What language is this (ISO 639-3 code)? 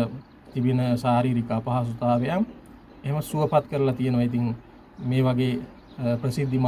sin